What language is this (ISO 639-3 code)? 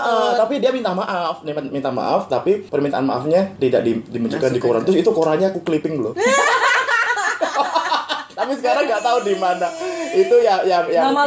ind